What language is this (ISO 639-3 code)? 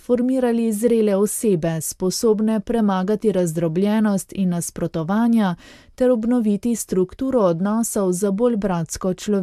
slv